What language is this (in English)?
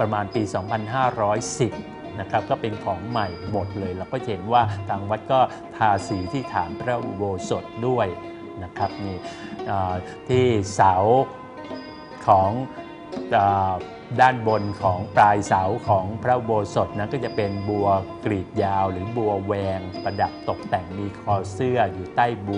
Thai